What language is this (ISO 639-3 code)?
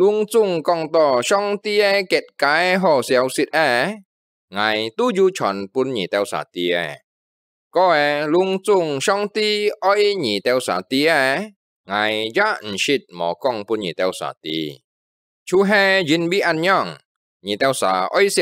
hak